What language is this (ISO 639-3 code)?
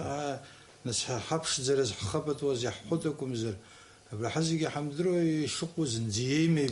abk